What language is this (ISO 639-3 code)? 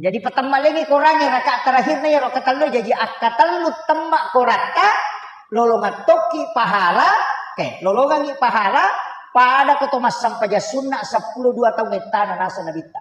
bug